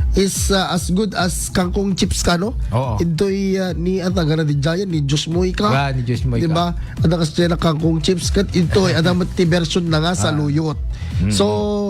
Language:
Iloko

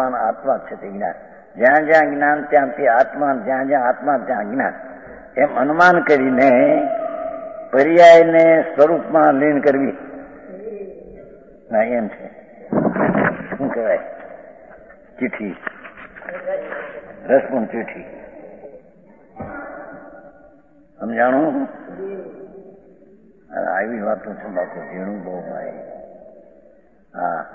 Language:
Gujarati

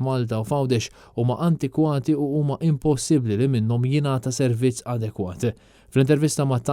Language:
Maltese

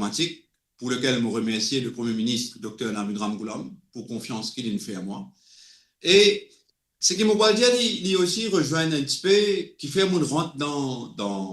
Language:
Morisyen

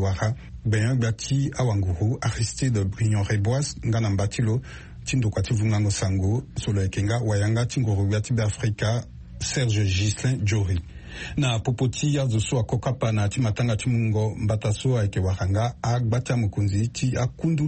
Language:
Sango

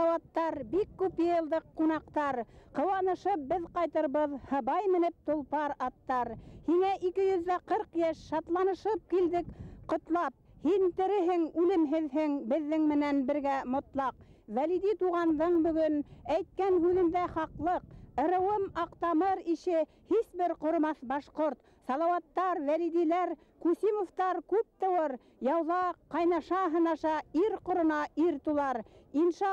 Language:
Bashkir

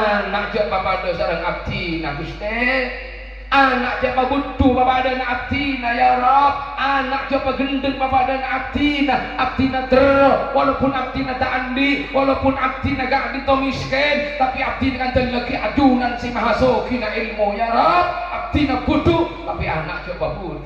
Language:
Madurese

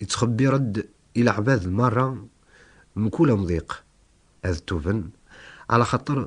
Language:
Kabyle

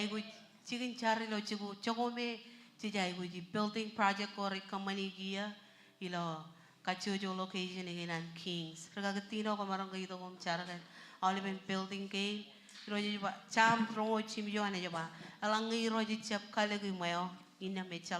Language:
Marshallese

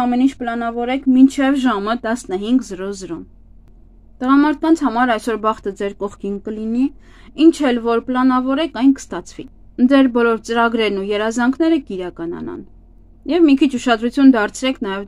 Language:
Armenian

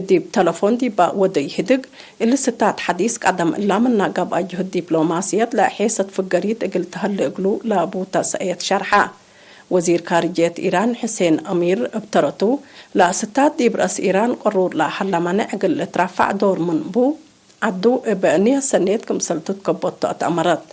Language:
Tigre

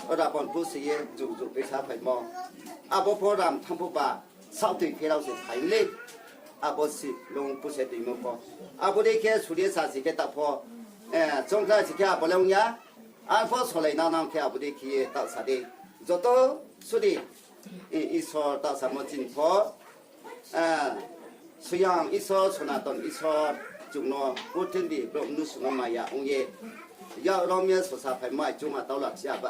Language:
Riang (India)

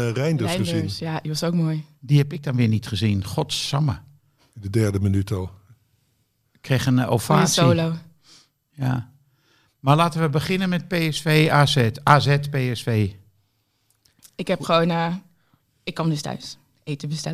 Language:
Dutch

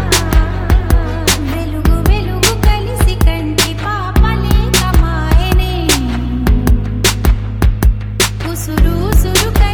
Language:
Telugu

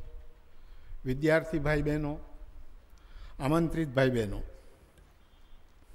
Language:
Gujarati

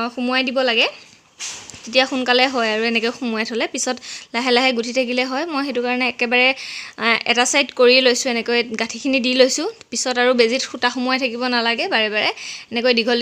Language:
Assamese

